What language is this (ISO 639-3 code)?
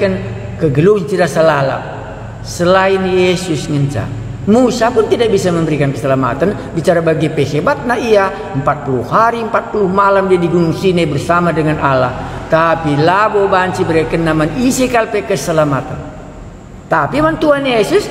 btx